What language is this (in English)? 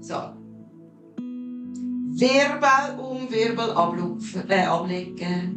Swiss German